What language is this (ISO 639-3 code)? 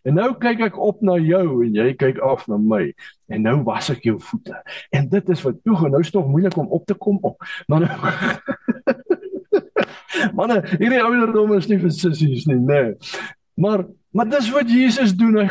afr